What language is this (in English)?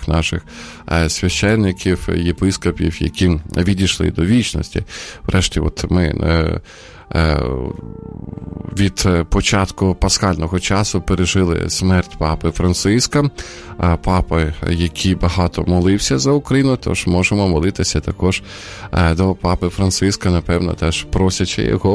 Ukrainian